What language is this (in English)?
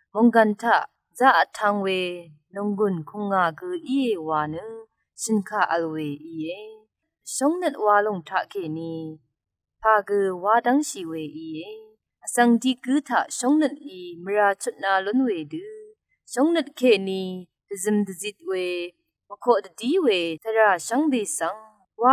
Rawang